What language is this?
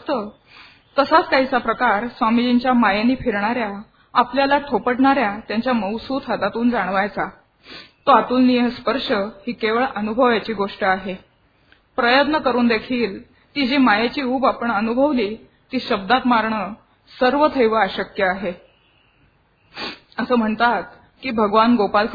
Marathi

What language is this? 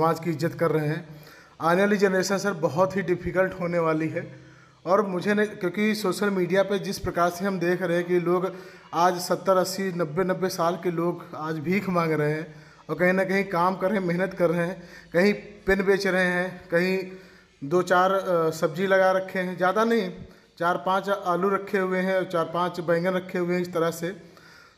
Hindi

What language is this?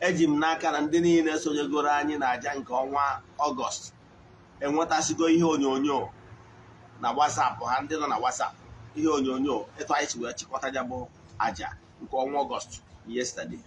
Igbo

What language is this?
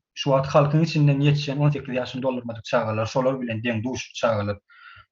Turkmen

